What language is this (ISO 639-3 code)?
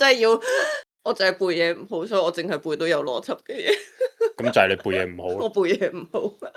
yue